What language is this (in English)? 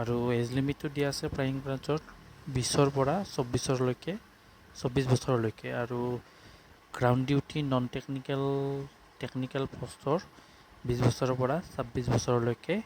Assamese